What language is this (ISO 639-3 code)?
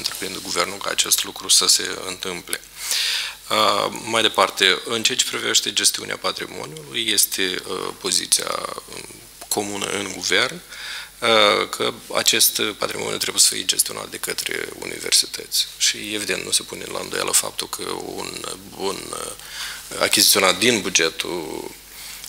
ron